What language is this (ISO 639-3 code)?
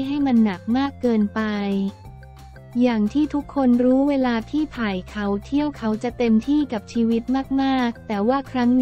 tha